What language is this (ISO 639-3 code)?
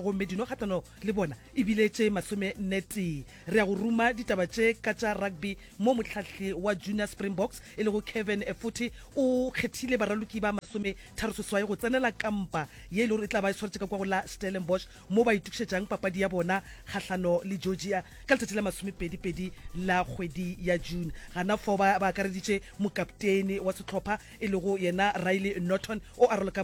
nso